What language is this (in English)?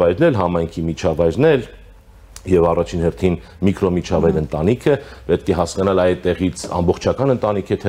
Armenian